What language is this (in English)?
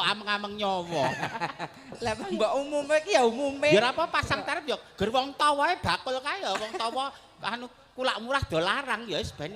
Javanese